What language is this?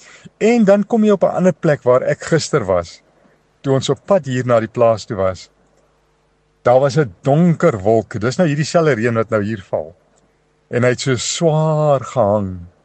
Afrikaans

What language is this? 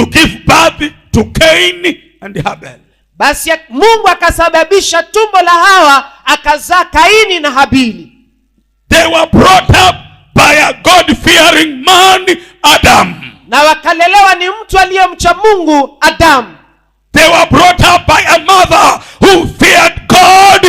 Swahili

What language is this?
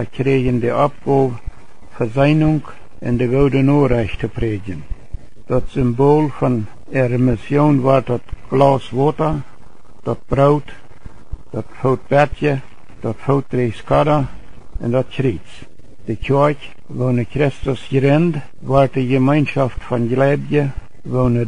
Plautdietsch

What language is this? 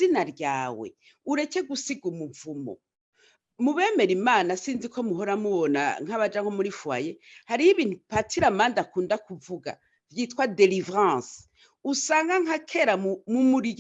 Rundi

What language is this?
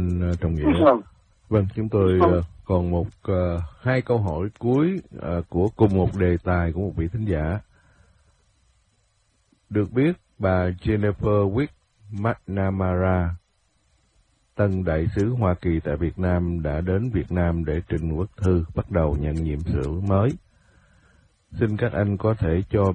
Vietnamese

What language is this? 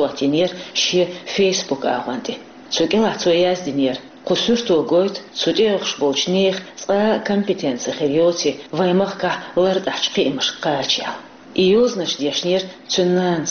Chechen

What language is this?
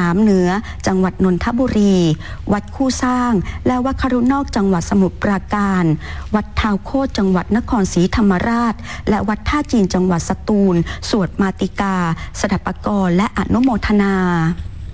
Thai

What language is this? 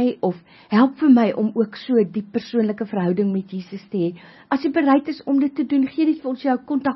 Afrikaans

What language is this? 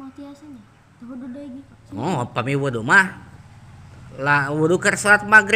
Sundanese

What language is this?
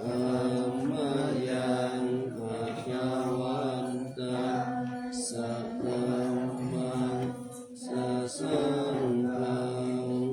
Pali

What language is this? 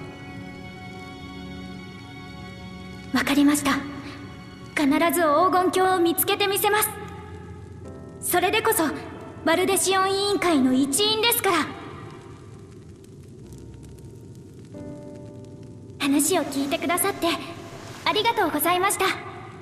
Japanese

